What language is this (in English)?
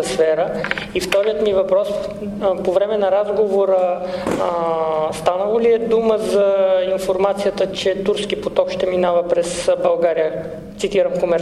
Bulgarian